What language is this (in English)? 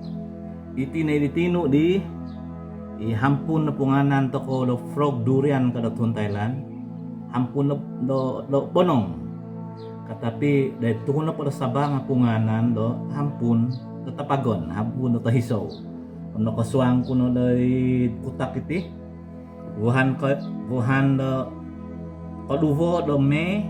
Central Dusun